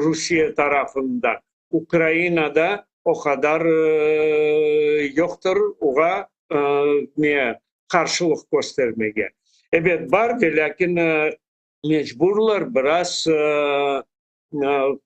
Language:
Crimean Tatar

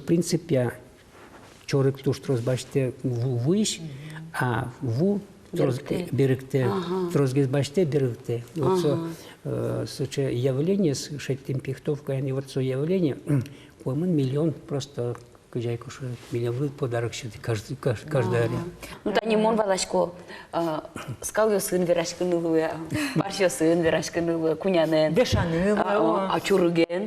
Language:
Udmurt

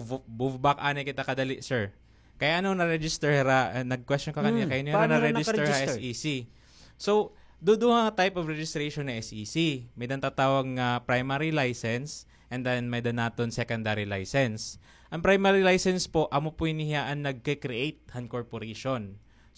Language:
Waray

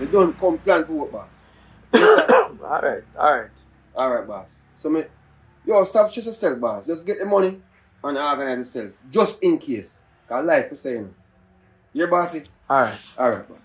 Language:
Jamaican Creole English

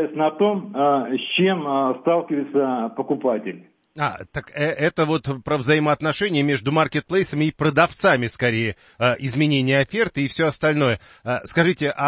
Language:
Russian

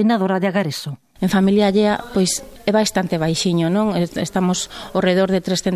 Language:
Galician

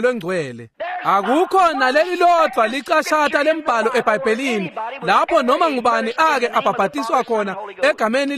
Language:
Swati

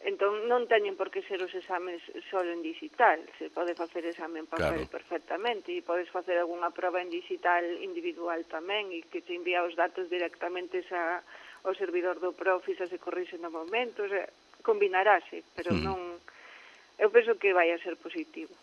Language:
Galician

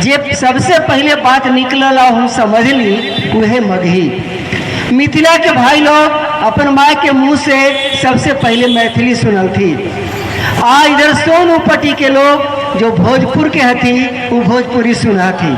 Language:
Magahi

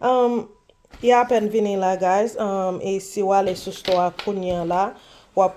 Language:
Haitian Creole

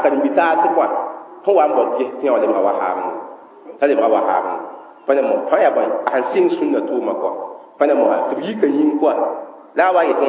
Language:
Mossi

